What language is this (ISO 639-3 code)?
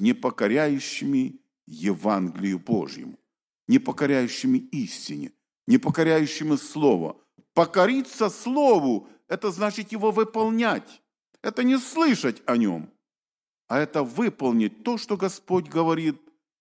rus